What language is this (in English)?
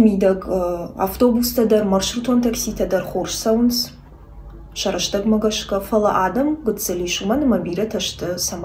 Ossetic